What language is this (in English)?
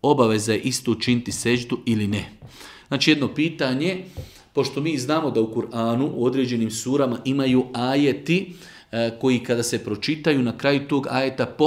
Bosnian